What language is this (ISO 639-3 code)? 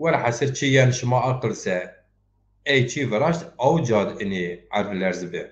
zza